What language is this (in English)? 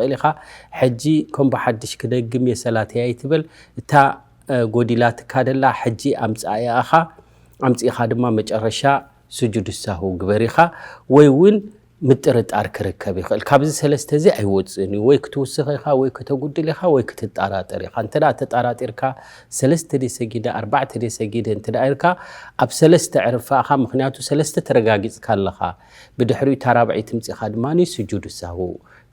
Tigrinya